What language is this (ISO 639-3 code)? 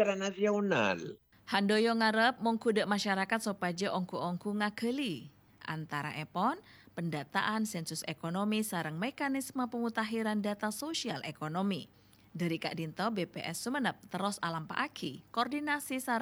mad